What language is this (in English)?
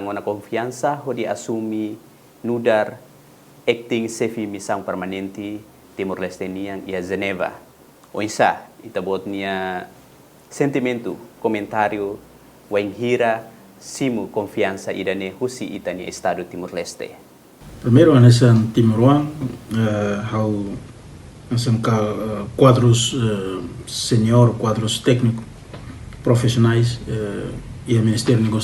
Tetum